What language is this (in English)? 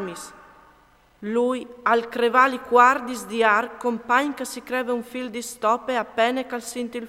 Friulian